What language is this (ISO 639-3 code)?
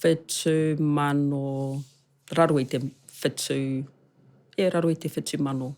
mri